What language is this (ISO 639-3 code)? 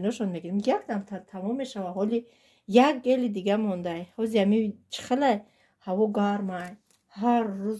tgk